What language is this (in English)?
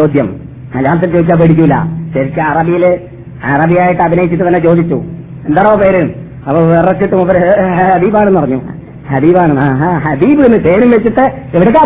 Malayalam